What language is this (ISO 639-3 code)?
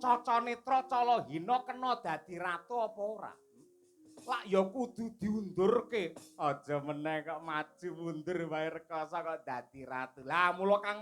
jav